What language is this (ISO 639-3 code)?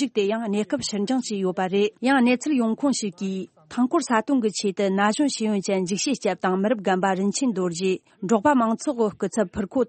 bod